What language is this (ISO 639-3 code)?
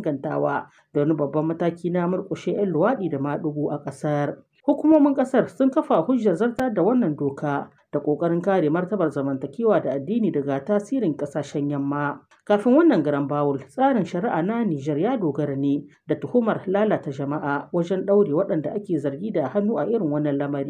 hau